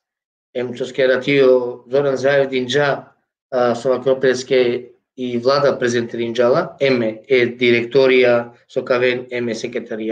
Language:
Balkan Romani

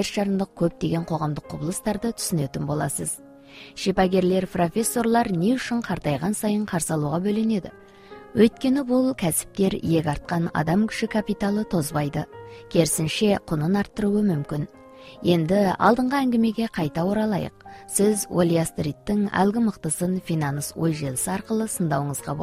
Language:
Kazakh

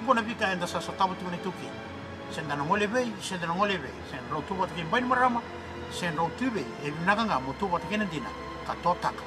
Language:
Fijian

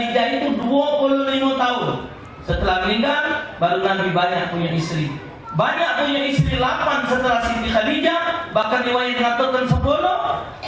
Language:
Musi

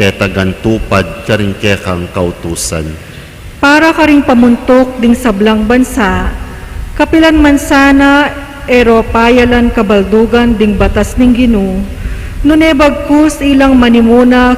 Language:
Pampanga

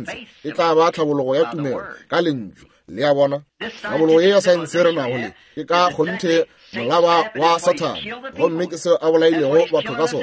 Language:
Northern Sotho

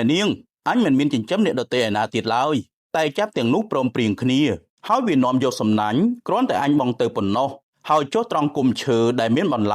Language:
Khmer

